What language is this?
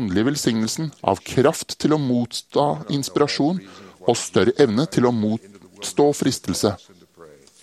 Norwegian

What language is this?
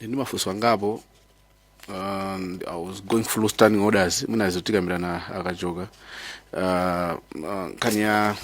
Nyanja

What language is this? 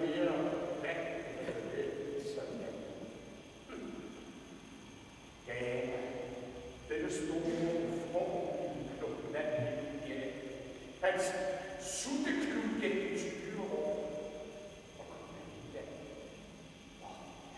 Danish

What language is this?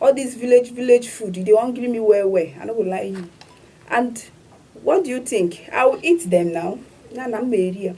Nigerian Pidgin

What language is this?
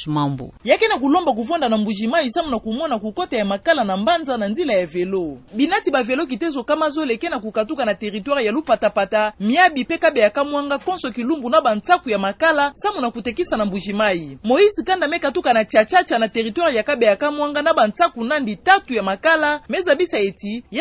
Kituba (Democratic Republic of Congo)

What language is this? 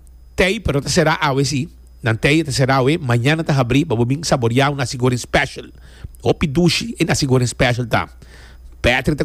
Papiamento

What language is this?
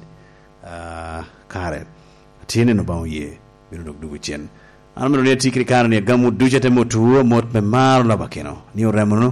Lango (Uganda)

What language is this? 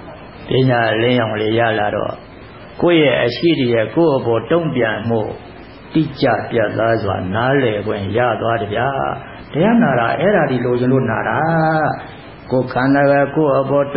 Burmese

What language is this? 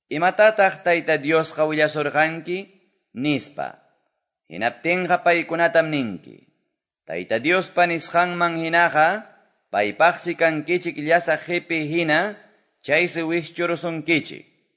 Quechua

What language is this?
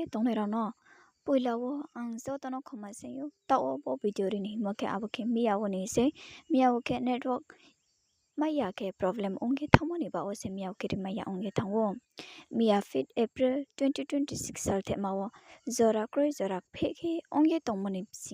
Riang (India)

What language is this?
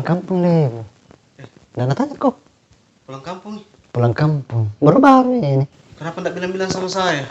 Makassar Malay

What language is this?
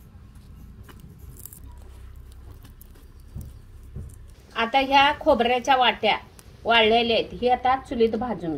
Marathi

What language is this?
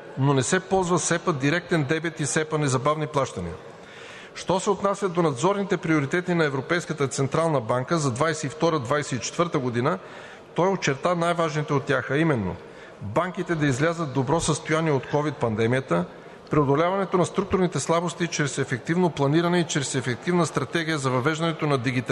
Bulgarian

